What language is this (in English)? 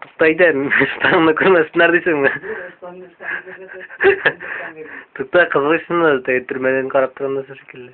Tatar